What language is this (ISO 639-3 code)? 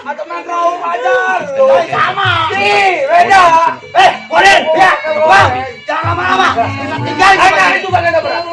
bew